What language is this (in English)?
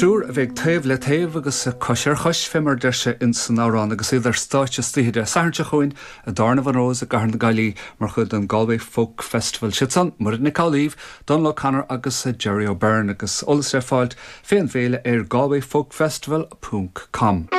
Irish